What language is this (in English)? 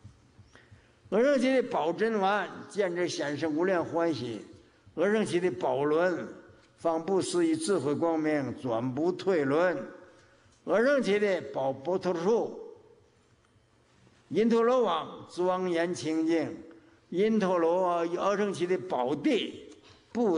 Chinese